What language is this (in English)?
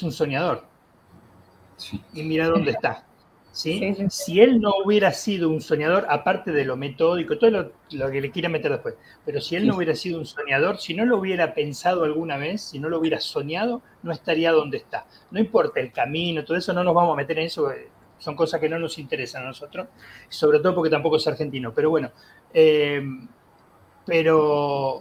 Spanish